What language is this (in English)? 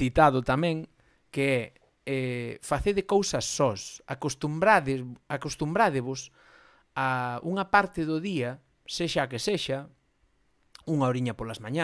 Galician